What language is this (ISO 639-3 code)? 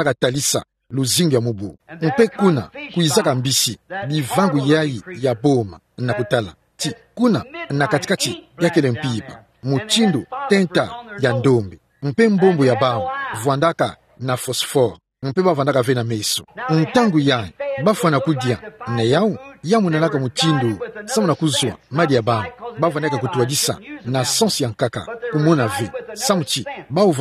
ktu